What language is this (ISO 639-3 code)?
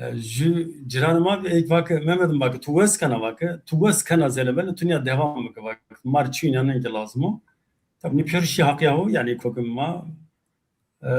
zza